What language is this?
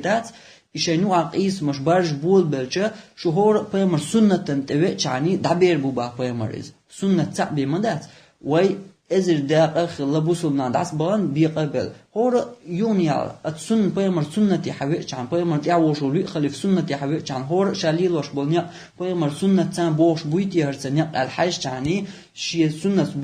Chechen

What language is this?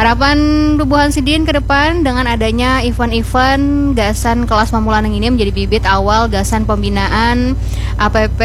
Banjar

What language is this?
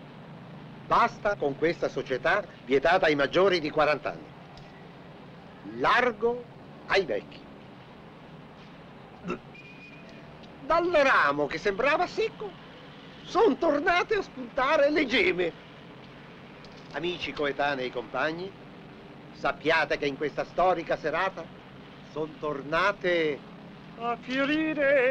Italian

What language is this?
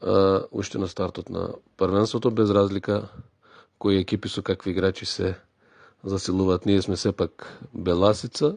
Macedonian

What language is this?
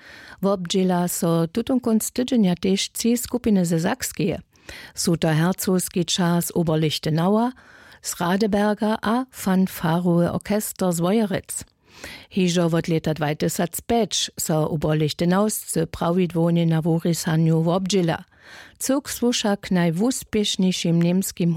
Upper Sorbian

